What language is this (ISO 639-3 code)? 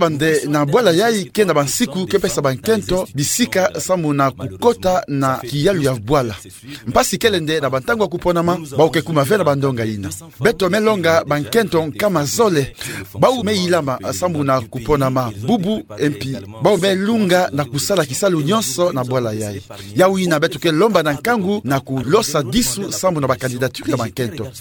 ktu